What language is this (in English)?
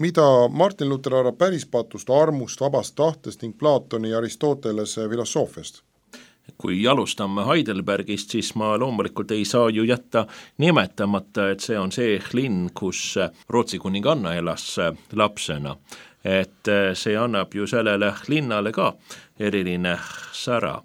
Estonian